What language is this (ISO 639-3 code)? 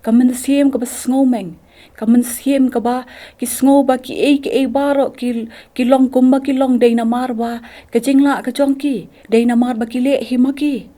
kha